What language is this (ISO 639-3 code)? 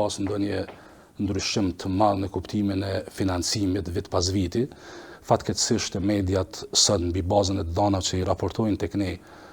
sqi